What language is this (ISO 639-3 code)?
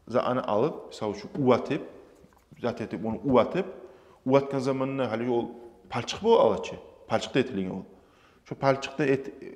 kum